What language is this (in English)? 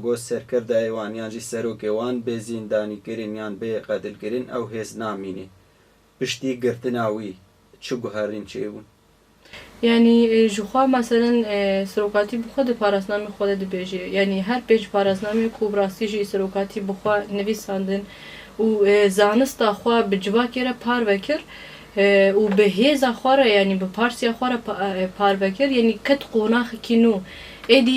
Kurdish